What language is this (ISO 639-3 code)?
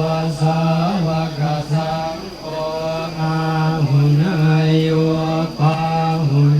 pli